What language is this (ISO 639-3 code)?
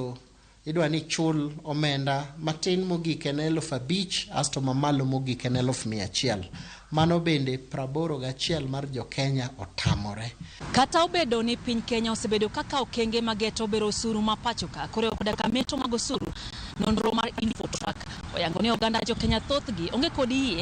luo